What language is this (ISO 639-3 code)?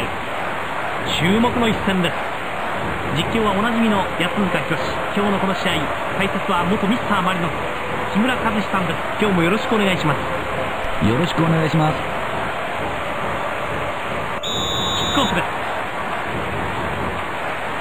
jpn